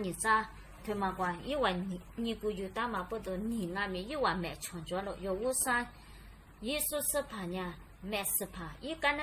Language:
Lisu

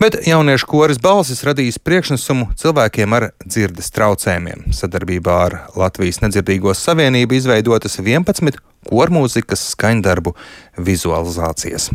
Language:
Latvian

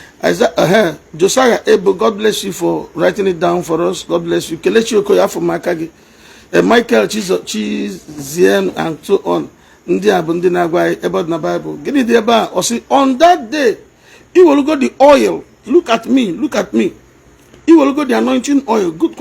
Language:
Igbo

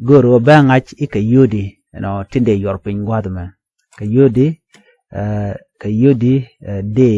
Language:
Nuer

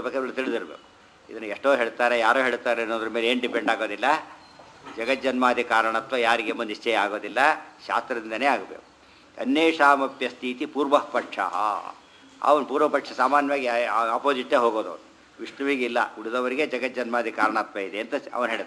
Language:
Kannada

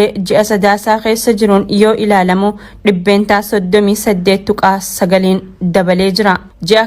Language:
Oromo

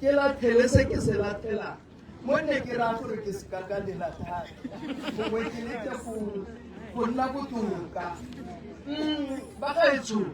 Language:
Tswana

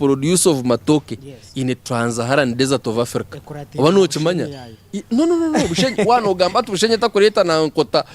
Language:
Nyankole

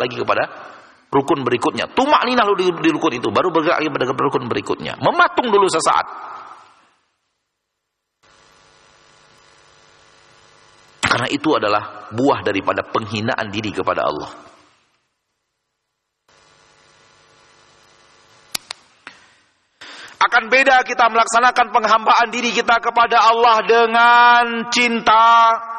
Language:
Indonesian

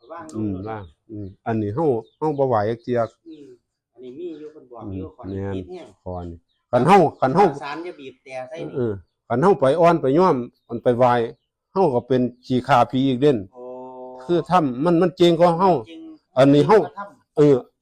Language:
Northeastern Thai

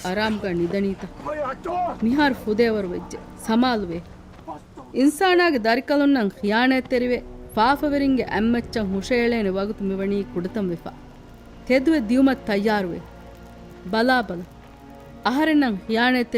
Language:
Divehi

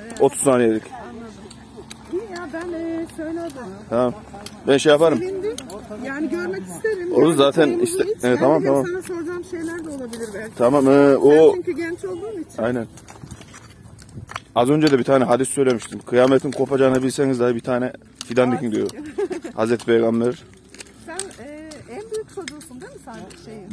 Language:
Turkish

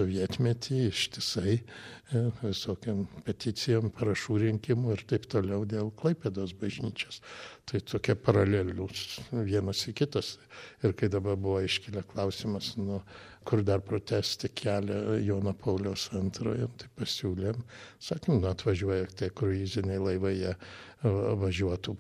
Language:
Lithuanian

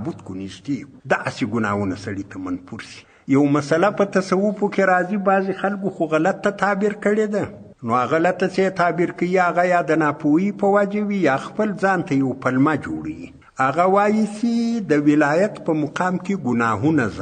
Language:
Pashto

